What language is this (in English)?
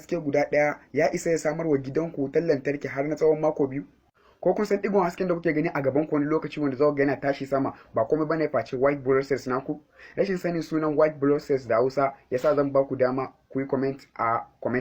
Hausa